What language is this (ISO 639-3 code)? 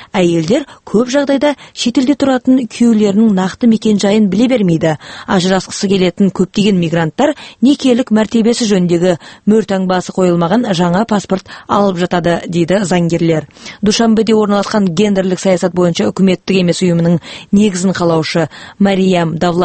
kaz